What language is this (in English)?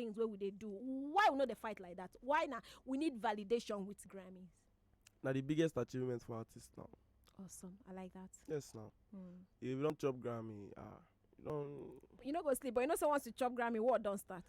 Nigerian Pidgin